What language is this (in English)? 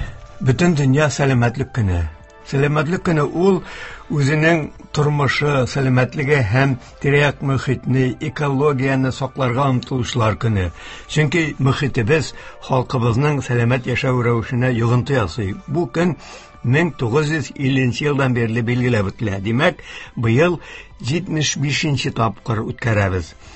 Tatar